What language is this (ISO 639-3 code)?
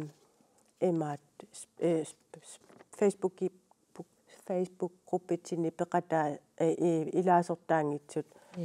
kal